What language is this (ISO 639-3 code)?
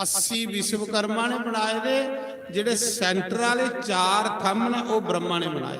doi